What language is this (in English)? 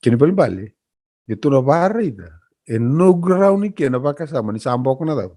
Fijian